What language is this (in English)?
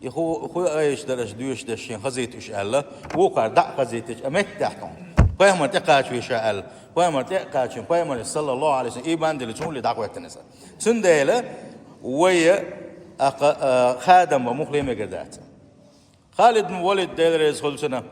Chechen